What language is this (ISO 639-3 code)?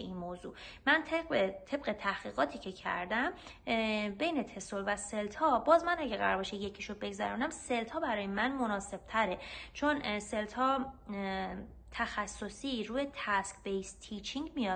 fas